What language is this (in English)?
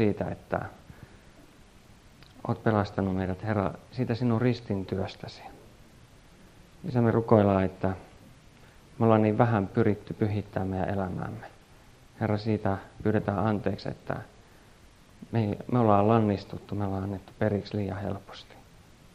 Finnish